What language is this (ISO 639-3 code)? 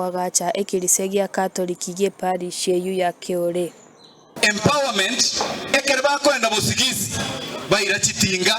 guz